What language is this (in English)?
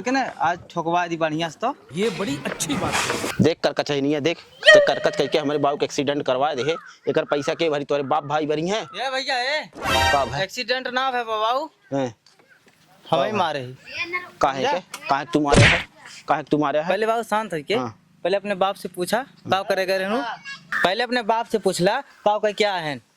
Awadhi